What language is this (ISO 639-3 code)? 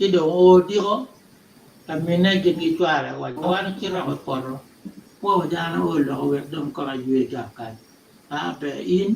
ach